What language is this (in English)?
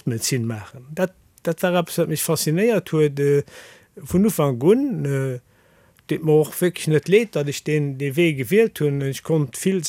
Luxembourgish